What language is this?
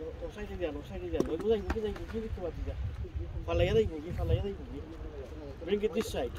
Sylheti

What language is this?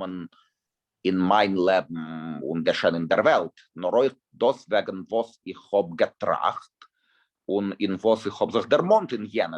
Yiddish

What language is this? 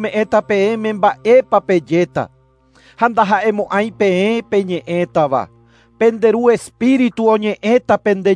Guarani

